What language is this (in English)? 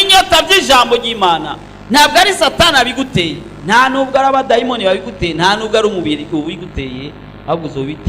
Rundi